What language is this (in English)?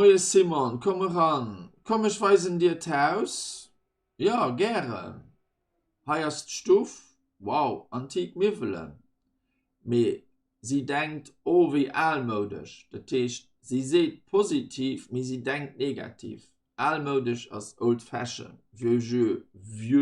Luxembourgish